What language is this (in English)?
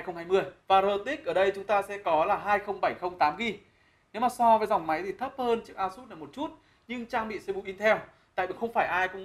Vietnamese